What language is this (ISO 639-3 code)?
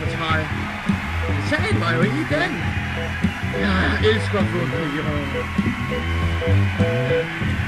dan